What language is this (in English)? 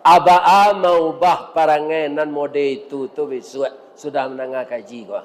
Minangkabau